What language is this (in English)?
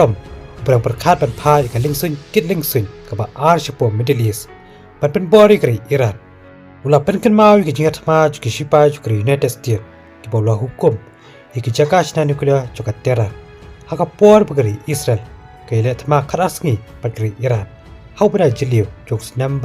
Khasi